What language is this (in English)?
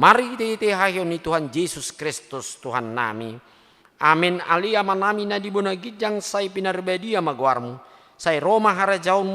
Batak Toba